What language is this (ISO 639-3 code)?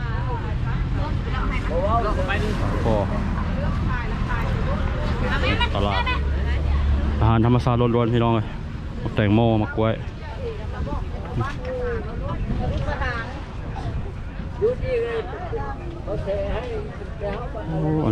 tha